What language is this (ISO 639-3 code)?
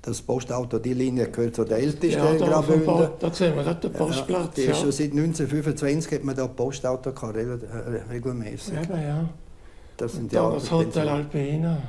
roh